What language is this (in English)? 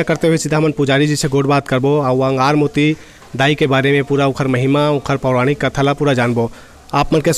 Chhattisgarhi